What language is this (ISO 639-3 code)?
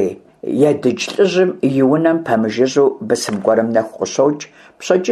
kbd